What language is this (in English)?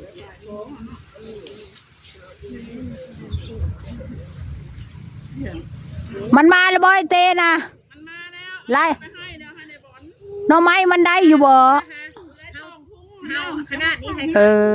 Northeastern Thai